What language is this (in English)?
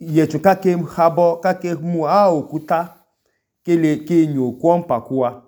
Idoma